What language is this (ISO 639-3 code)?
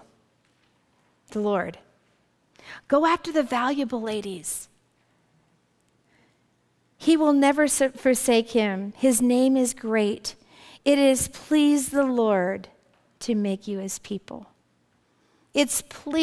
eng